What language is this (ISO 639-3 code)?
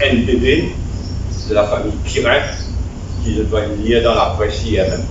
mfe